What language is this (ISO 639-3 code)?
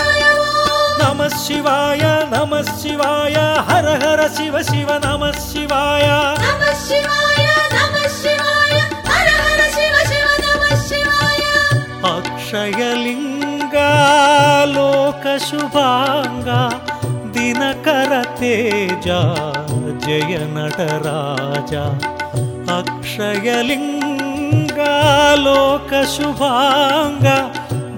tel